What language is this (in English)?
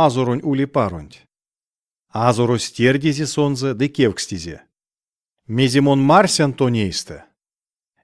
Erzya